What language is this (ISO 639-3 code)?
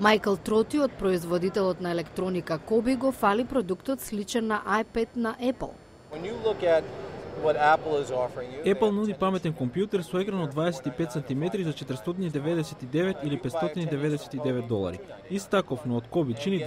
mkd